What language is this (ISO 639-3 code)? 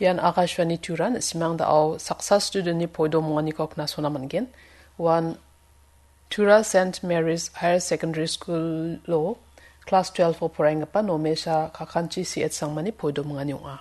grt